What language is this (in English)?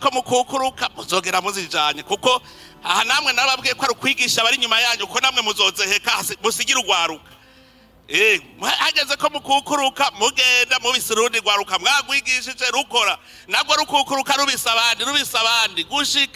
Rundi